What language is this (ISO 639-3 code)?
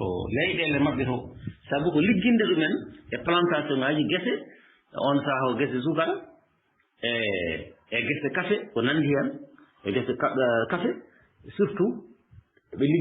ful